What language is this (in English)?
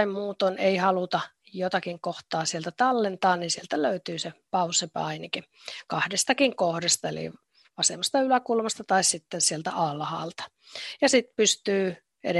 Finnish